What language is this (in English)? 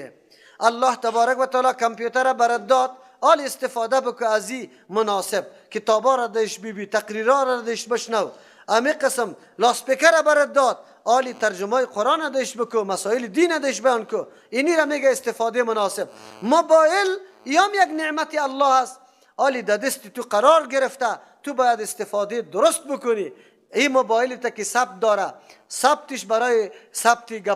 Persian